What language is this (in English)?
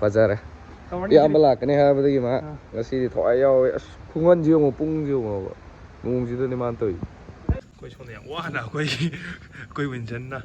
Manipuri